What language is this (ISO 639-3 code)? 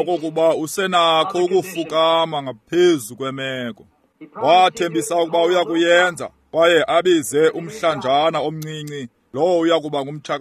xho